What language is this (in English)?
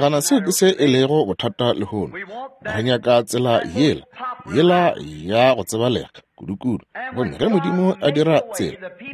Northern Sotho